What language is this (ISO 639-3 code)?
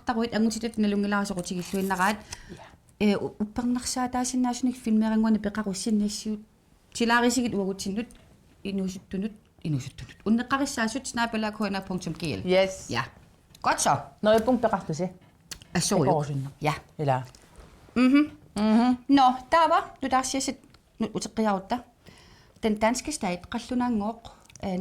kal